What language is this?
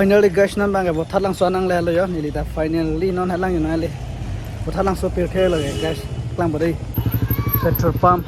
Karbi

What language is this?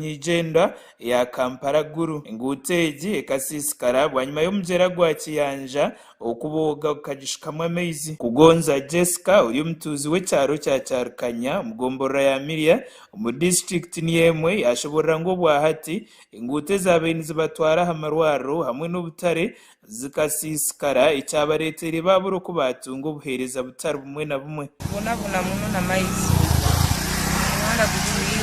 Nyankole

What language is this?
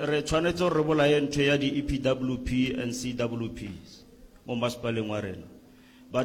Northern Sotho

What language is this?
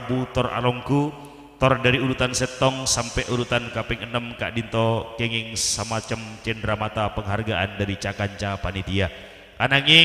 Madurese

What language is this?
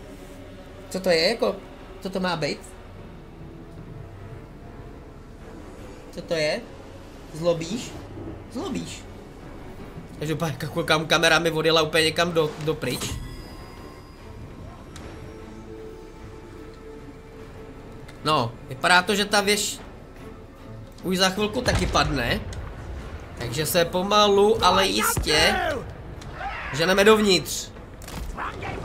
Czech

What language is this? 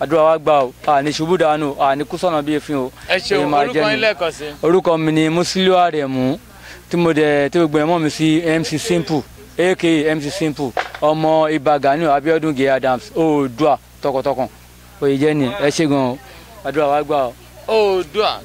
Yoruba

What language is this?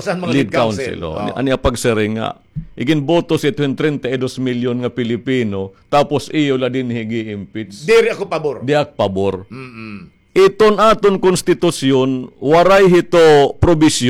Waray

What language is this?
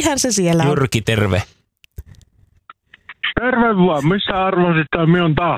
Finnish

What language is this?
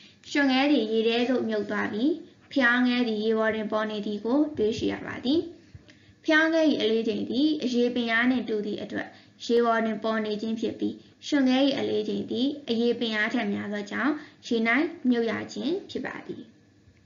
Burmese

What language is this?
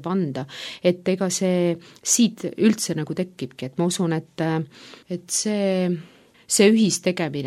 Estonian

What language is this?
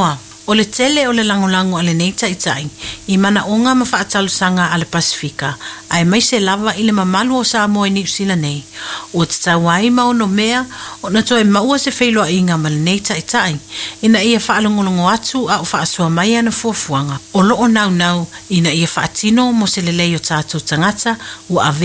Samoan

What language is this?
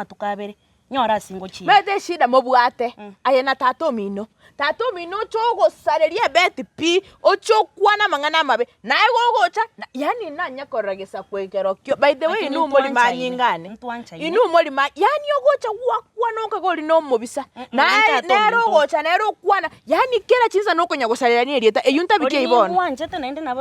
Gusii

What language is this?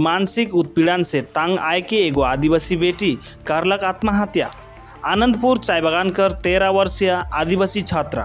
Sadri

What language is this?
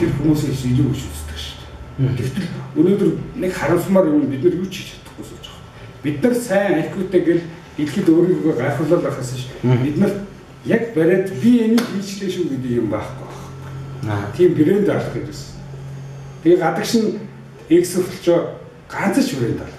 Mongolian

